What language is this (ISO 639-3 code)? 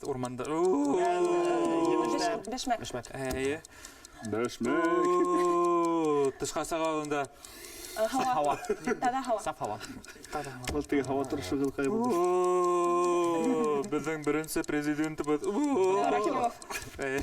bak